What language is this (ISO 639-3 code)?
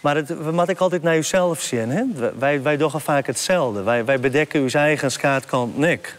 fry